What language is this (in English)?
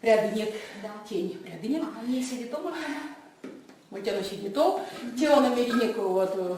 Erzya